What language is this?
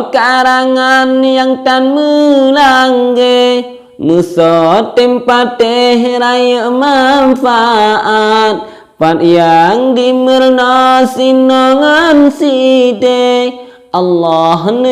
Achinese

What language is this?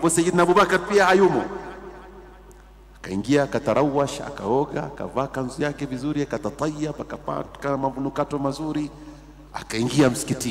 Swahili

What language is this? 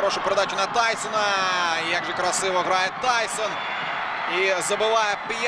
Ukrainian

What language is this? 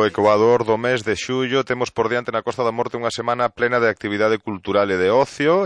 Galician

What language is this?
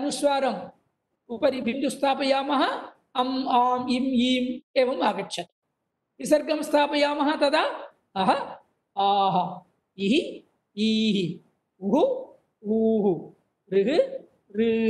Sanskrit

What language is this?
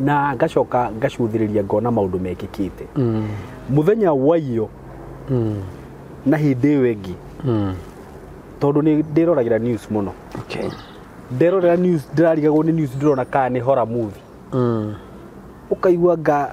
Kikuyu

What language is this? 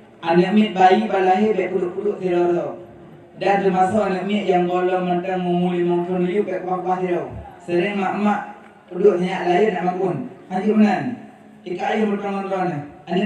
Achinese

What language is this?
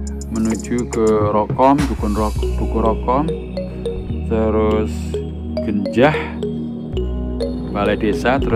Indonesian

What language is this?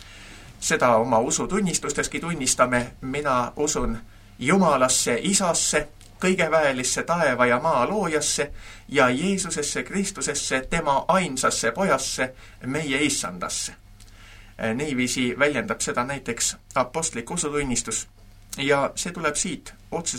Estonian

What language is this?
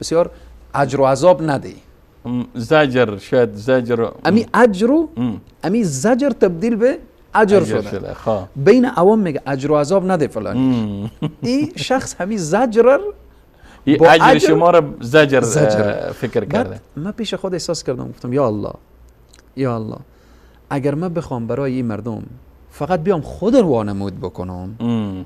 Persian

